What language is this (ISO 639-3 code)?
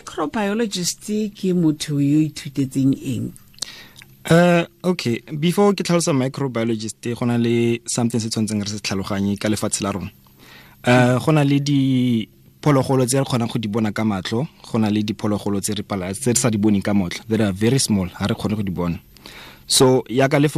tsn